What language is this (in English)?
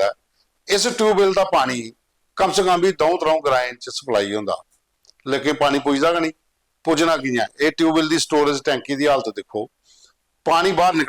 Dogri